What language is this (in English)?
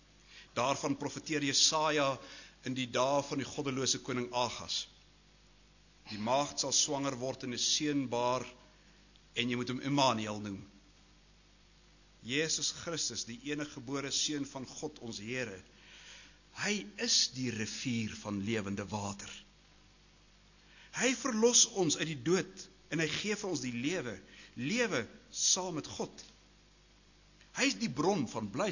Afrikaans